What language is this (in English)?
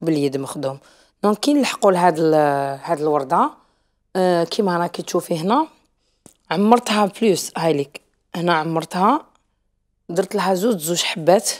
Algerian Arabic